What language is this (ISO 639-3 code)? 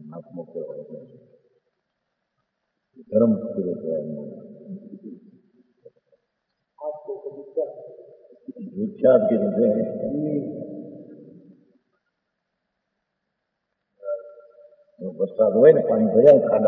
guj